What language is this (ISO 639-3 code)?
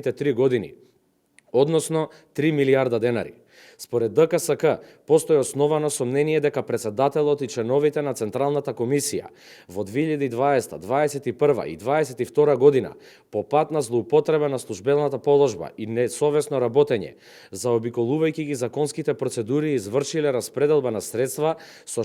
mkd